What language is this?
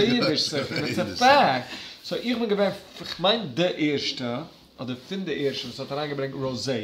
Yiddish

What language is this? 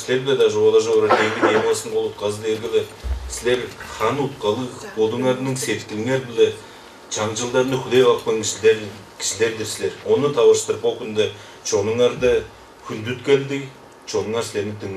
Tuvinian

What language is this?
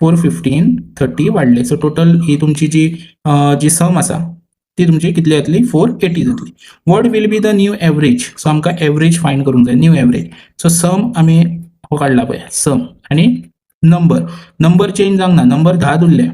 Konkani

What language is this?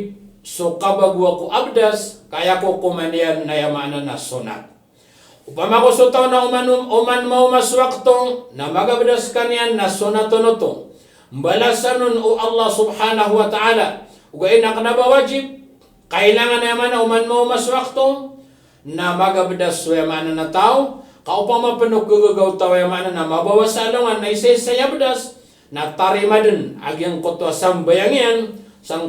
Maranao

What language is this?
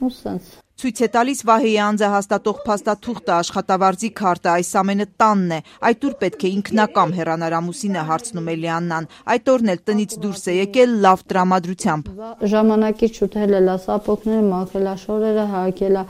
Armenian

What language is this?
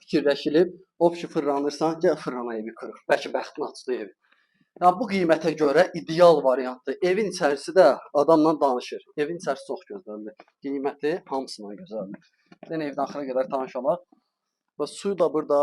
Azerbaijani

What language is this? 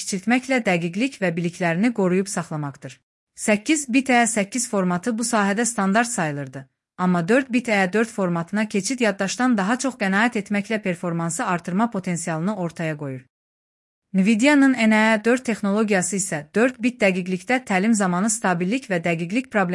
Azerbaijani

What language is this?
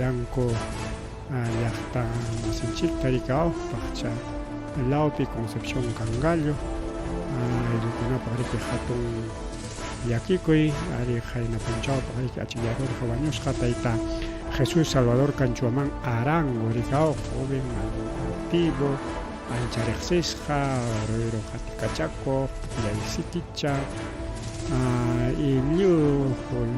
Ayacucho Quechua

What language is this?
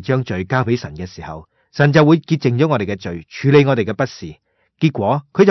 Cantonese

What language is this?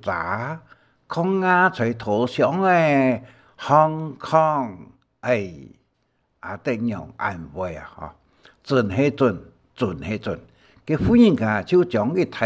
Hakka Chinese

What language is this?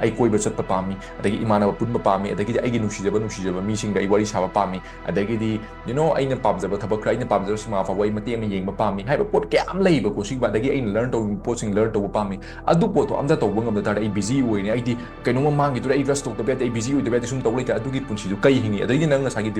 Manipuri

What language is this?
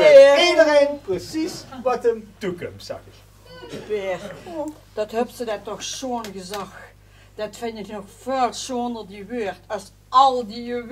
Limburgish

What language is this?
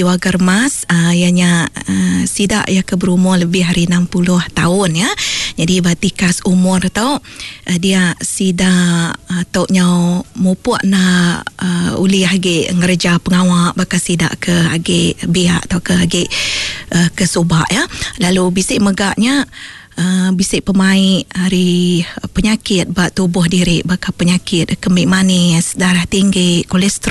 Iban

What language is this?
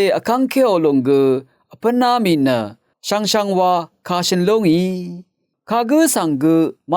Rawang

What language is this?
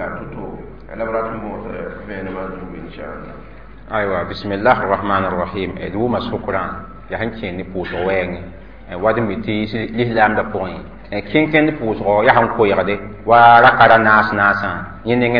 Mossi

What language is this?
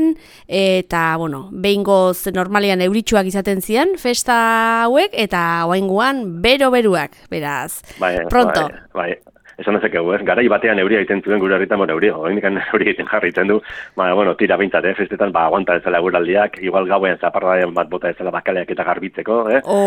Basque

